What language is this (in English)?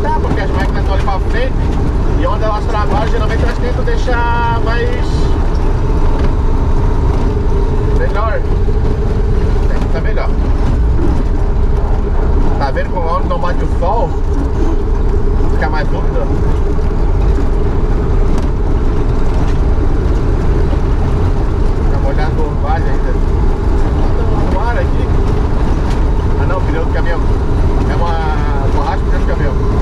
Portuguese